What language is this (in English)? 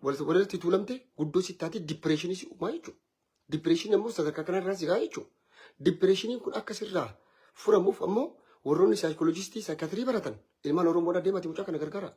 Oromo